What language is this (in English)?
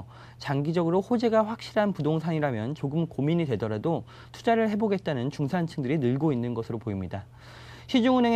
Korean